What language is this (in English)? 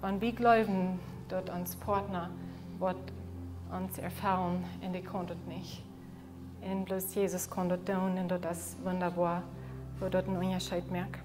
Plautdietsch